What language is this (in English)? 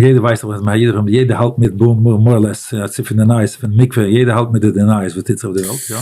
Yiddish